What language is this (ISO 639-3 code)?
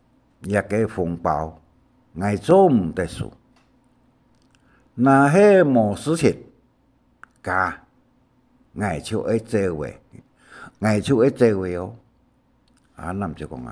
hak